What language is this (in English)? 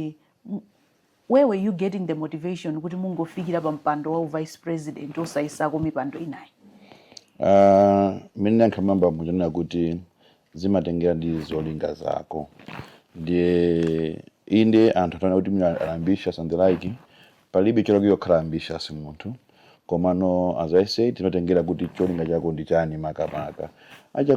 Nyanja